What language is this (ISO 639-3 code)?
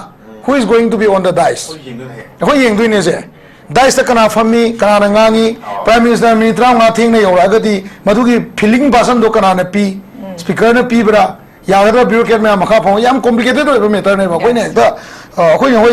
mni